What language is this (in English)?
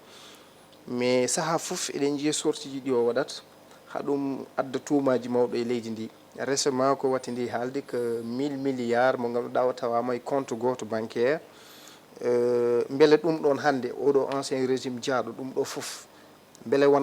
Fula